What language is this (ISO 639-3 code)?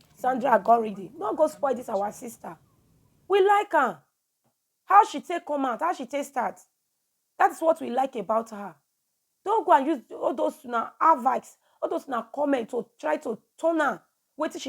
pcm